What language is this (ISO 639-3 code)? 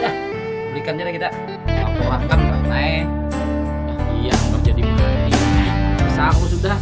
bjn